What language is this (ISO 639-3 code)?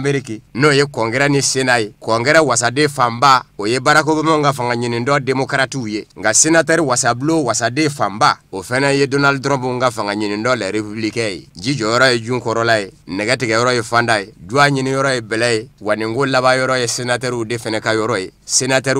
bam